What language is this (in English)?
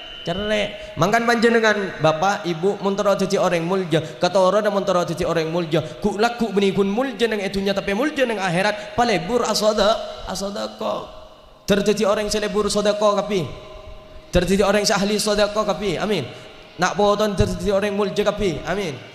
Madurese